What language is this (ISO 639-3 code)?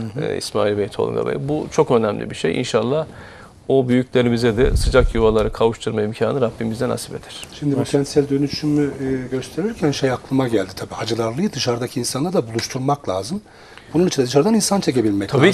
tur